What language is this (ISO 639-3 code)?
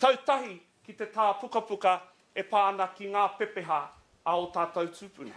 mri